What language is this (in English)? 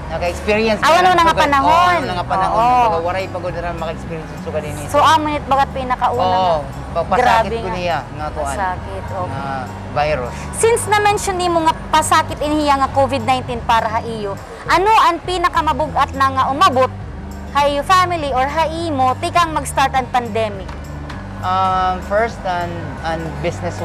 Waray